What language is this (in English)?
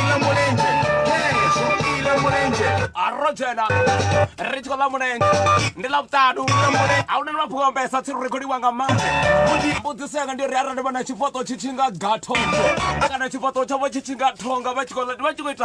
Venda